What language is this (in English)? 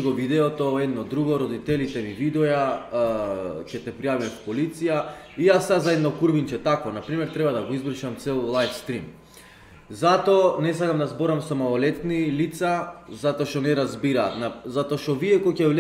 Macedonian